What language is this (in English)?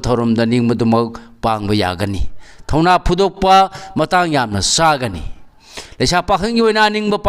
Manipuri